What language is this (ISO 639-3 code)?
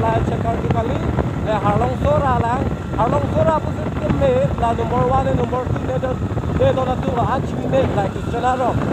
mjw